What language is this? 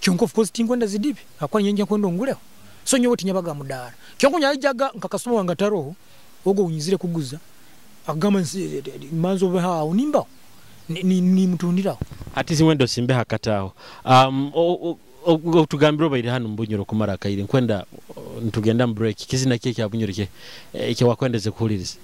Nyoro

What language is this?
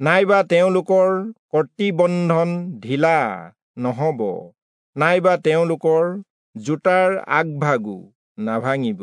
Assamese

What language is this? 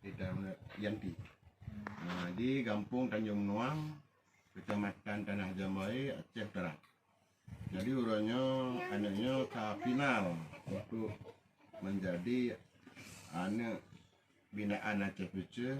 Achinese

